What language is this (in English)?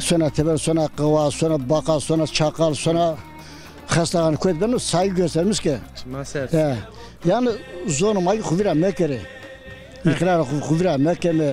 Zaza